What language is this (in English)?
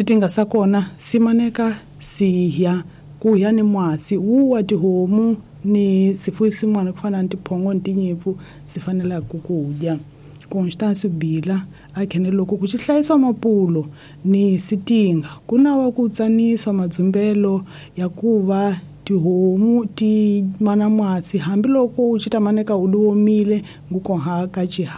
Tsonga